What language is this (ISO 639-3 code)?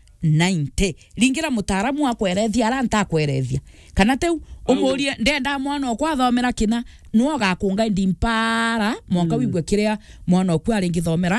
mer